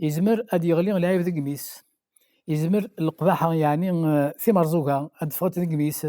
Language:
Kabyle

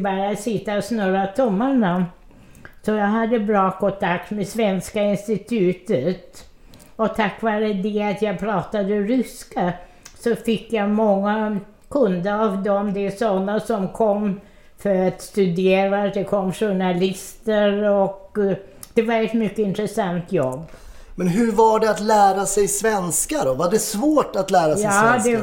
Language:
Swedish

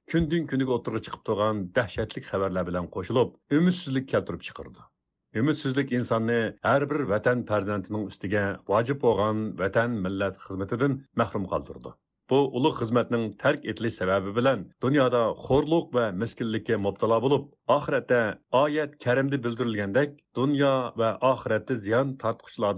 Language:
Uyghur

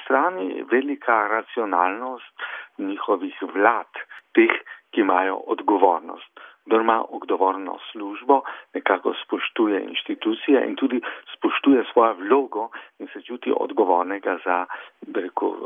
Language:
Slovenian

